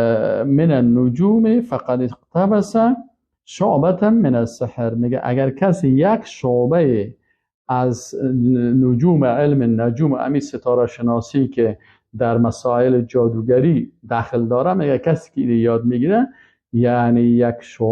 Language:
Persian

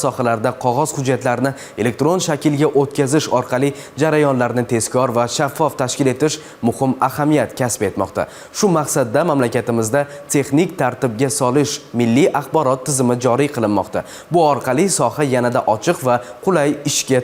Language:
Uzbek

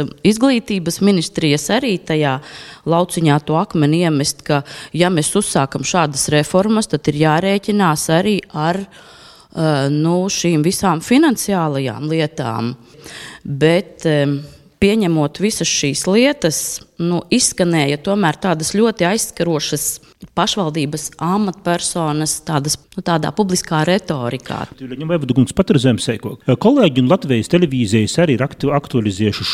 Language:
Latvian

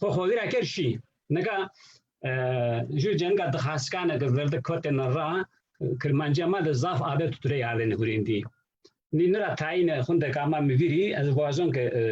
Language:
Zaza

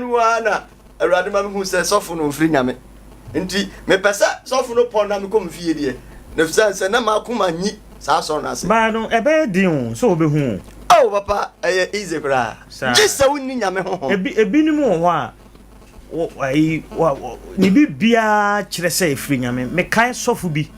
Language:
Akan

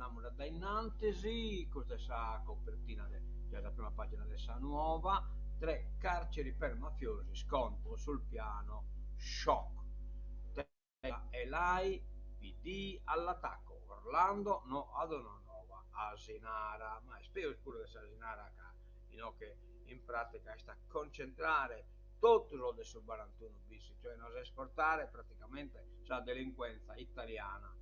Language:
Sardinian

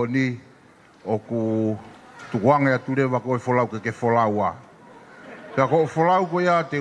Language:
Tongan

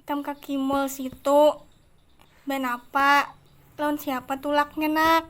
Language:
Banjar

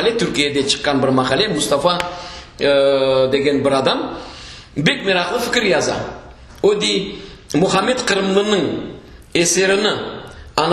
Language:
Crimean Tatar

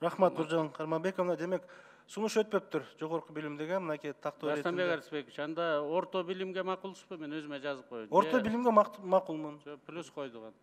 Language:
Kyrgyz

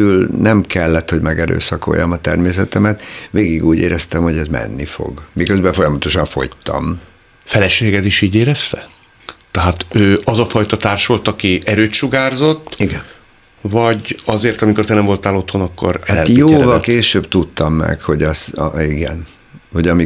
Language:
Hungarian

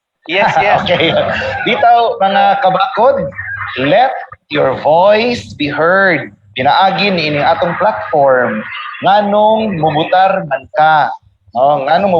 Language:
Cebuano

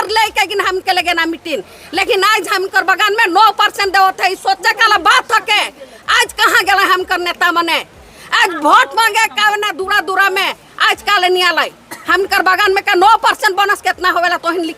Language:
Sadri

